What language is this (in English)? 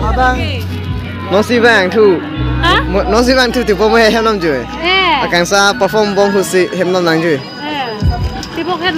Karbi